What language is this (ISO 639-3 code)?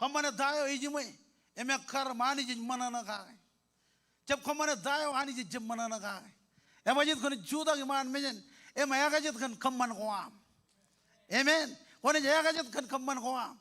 mah